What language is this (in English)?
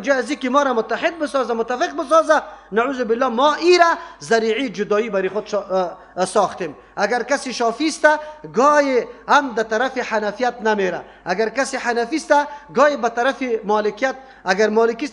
Persian